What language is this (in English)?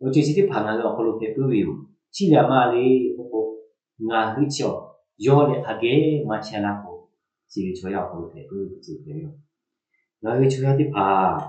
Lahu